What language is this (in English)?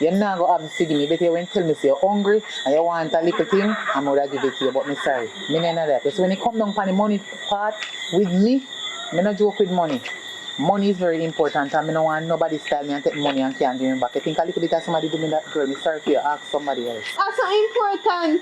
Jamaican Creole English